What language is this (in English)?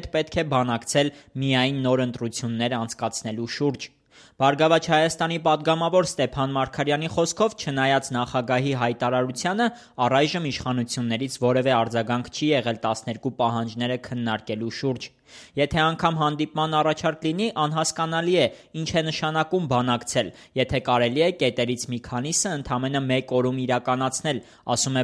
Armenian